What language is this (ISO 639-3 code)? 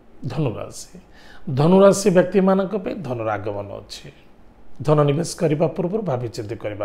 ori